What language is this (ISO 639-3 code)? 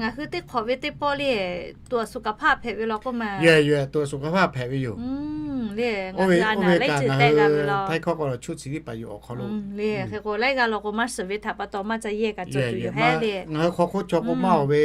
lhu